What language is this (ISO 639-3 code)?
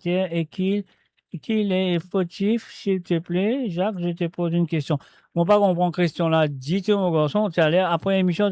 mfe